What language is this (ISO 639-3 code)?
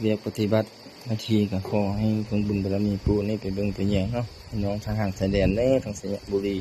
tts